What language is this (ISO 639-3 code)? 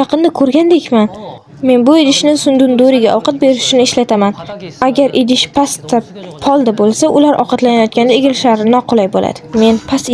uzb